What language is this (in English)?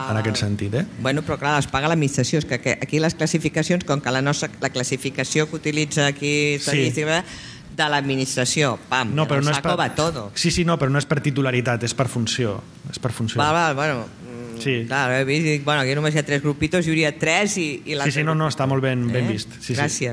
Catalan